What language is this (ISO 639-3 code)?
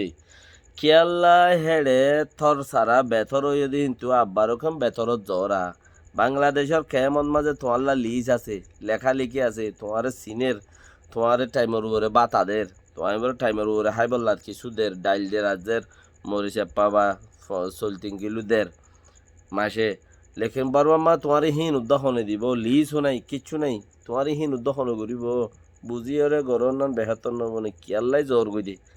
rhg